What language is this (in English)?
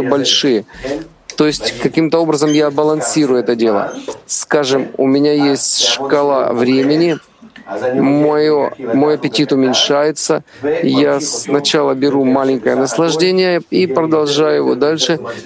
Russian